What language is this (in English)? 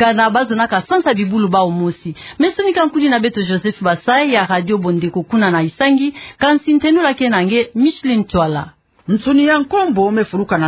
Kituba (Democratic Republic of Congo)